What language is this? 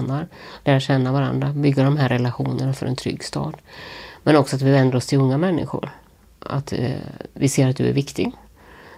Swedish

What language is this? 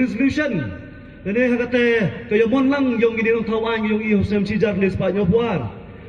Pnar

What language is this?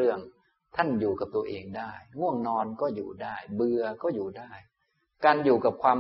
Thai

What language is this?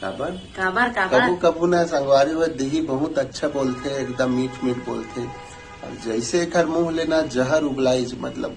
Chhattisgarhi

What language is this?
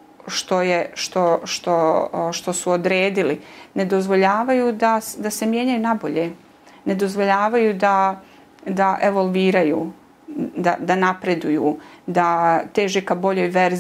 Bosnian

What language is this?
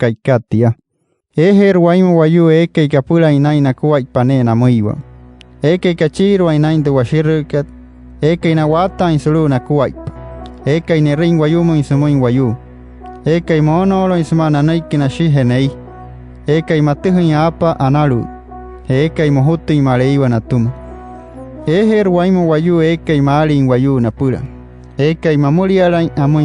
Wayuu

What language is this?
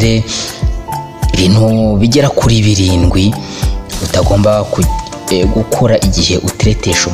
Kinyarwanda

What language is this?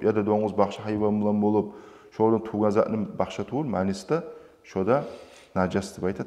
Kumyk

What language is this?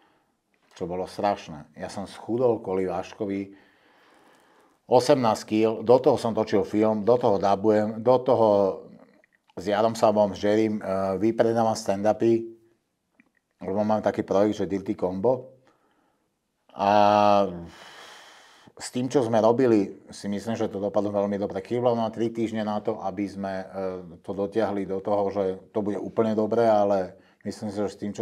Slovak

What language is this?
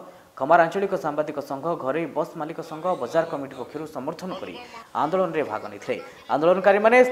Odia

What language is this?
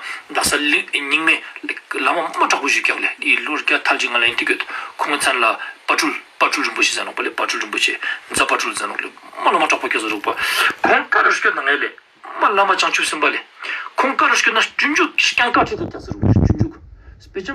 Ladakhi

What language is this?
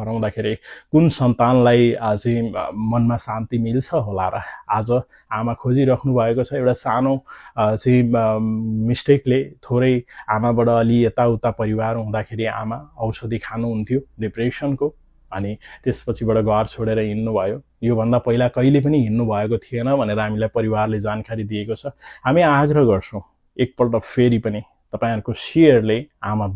Nepali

